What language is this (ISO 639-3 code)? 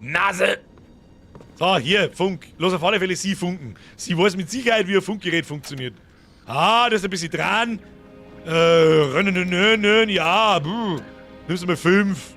bar